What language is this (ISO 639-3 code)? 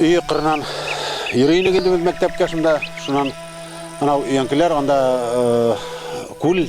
bak